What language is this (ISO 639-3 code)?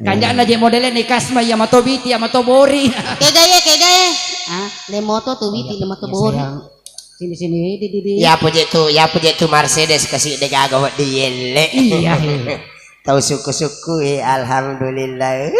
bug